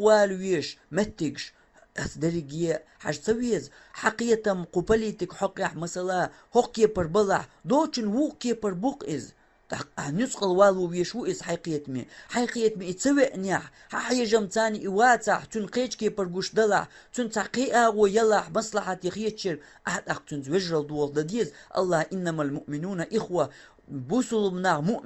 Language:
Chechen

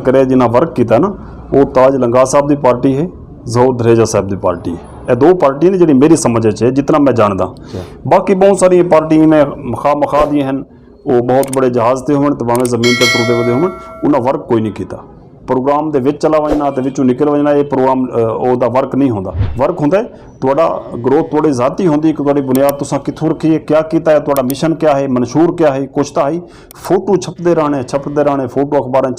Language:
Western Panjabi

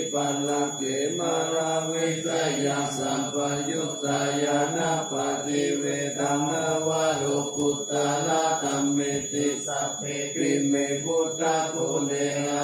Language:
Pali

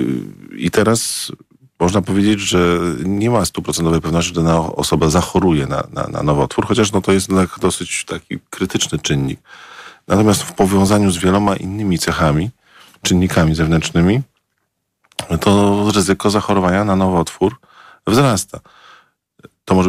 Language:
Polish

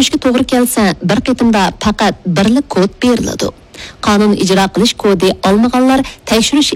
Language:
Uyghur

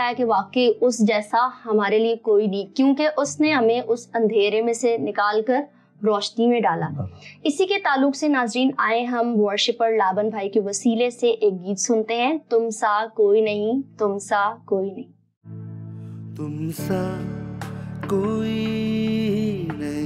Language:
Urdu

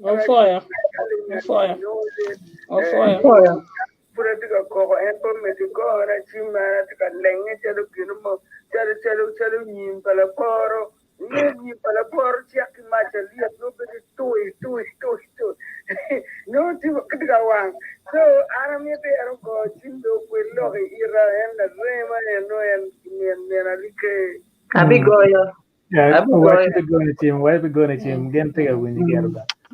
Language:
Acoli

